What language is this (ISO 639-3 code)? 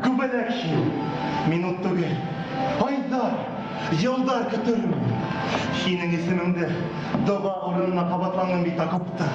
bak